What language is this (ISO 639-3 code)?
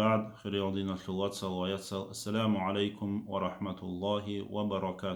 ava